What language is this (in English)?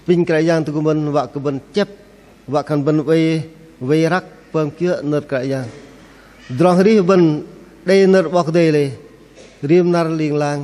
Bahnar